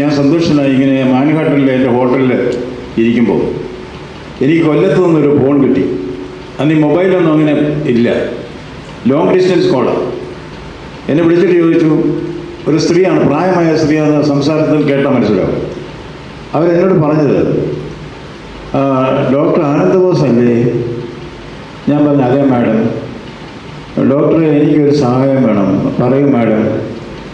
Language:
Malayalam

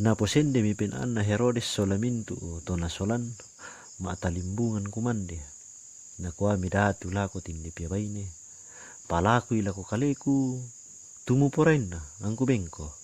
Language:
Toraja-Sa'dan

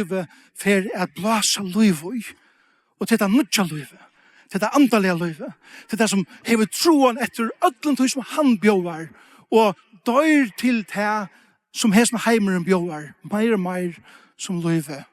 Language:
Faroese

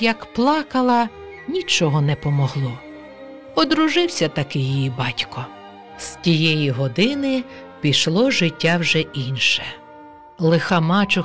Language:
Ukrainian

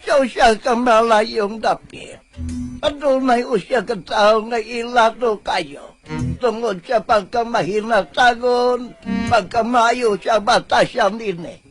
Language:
Cebuano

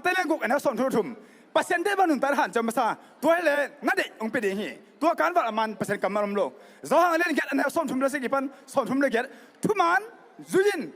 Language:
Tedim Chin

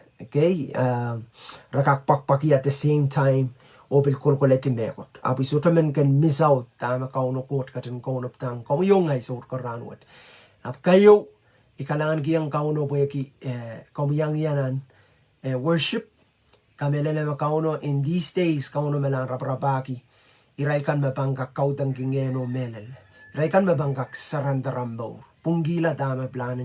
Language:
Pohnpeian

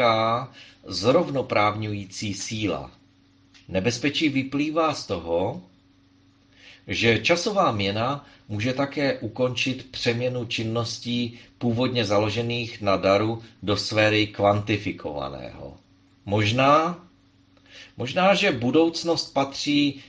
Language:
Czech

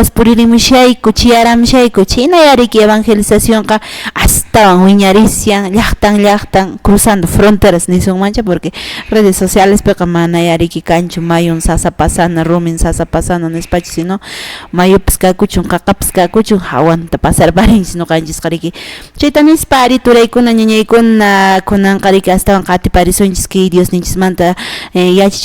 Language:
Quechua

